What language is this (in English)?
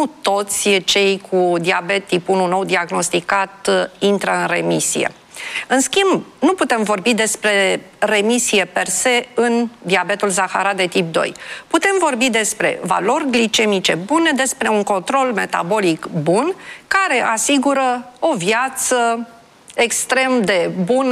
Romanian